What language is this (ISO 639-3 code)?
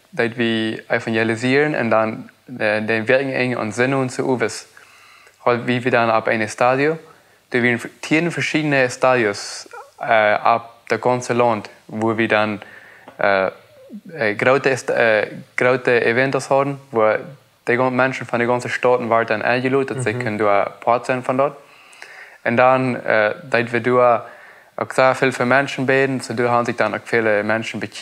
pdt